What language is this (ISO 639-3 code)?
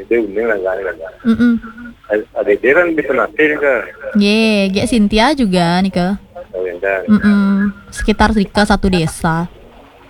ban